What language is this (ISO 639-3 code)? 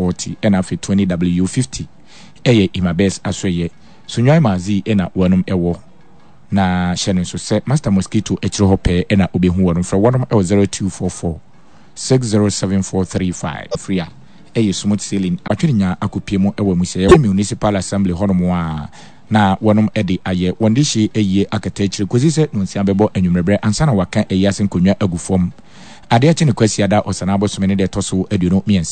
aka